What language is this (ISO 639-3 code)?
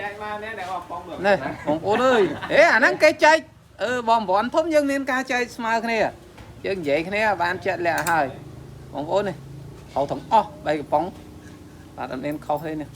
khm